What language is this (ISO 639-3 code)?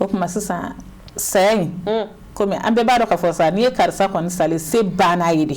bam